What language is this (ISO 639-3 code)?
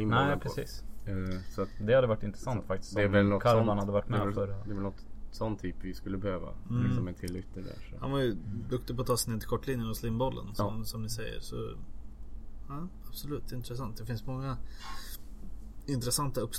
swe